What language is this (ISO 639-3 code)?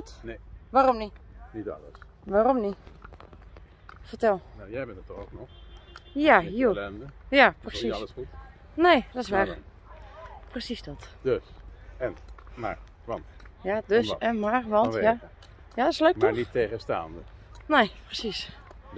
nld